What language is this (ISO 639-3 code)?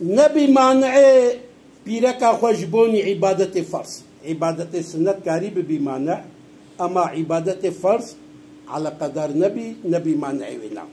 kur